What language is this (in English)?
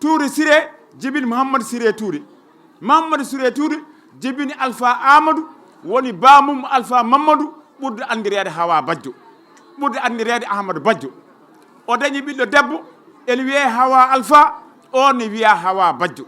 Fula